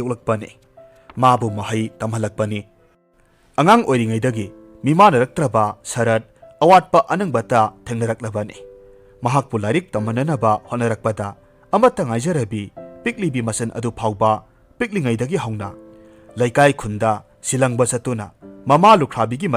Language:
Manipuri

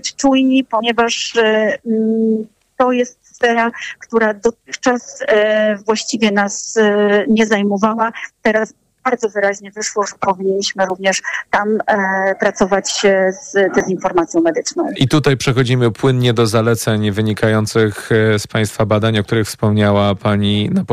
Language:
Polish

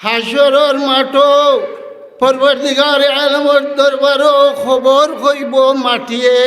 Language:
Sylheti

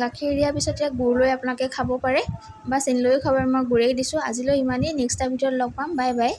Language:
Assamese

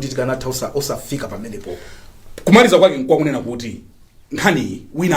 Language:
Nyanja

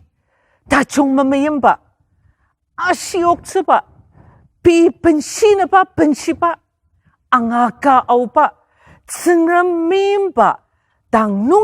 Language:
Ao Naga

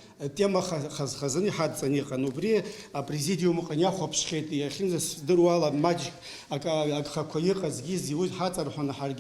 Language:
Abkhazian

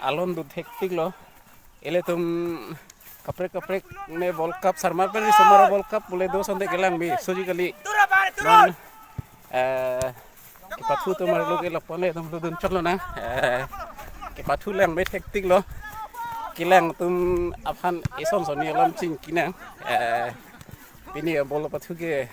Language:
Karbi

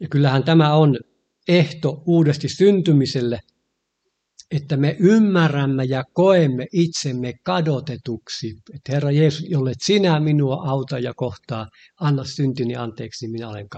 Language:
Finnish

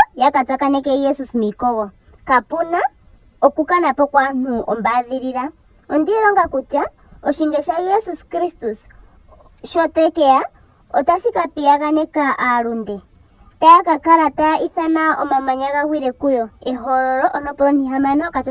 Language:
Ndonga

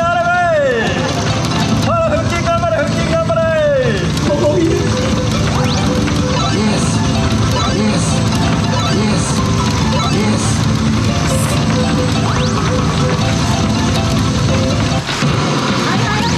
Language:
Japanese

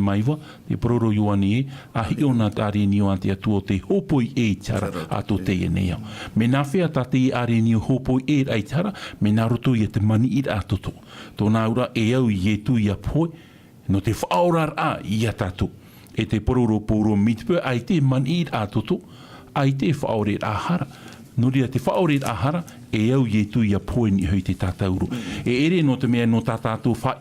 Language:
Tahitian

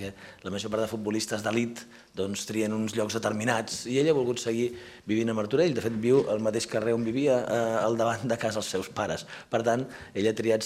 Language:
Catalan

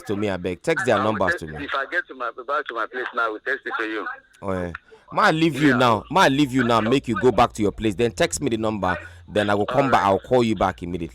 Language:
Nigerian Pidgin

